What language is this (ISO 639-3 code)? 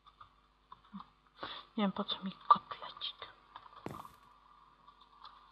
pol